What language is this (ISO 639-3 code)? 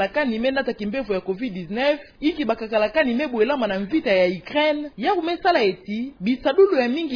ktu